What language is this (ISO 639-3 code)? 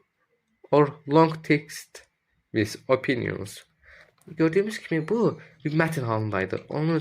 aze